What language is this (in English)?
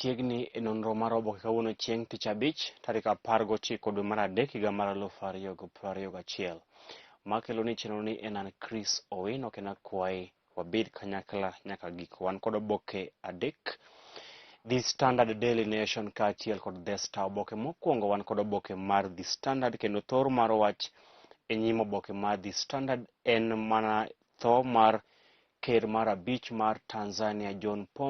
Luo (Kenya and Tanzania)